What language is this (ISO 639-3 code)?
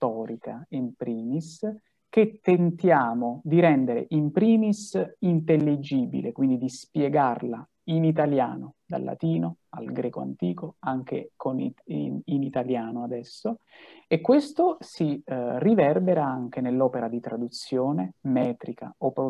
ita